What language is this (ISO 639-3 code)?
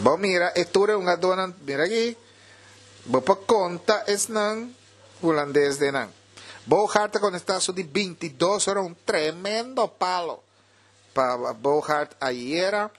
pap